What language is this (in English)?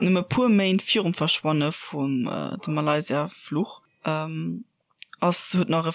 Luxembourgish